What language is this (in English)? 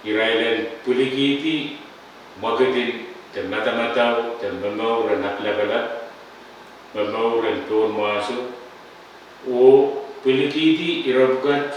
Pohnpeian